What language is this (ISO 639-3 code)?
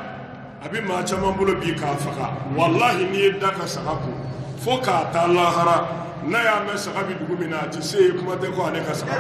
bam